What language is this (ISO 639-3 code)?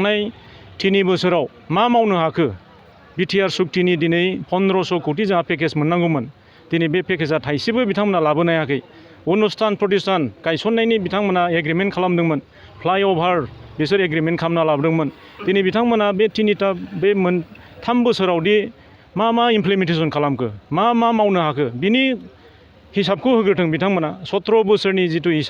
brx